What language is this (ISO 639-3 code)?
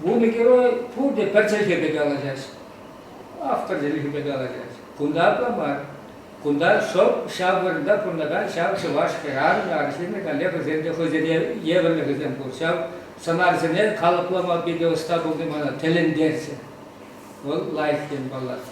chv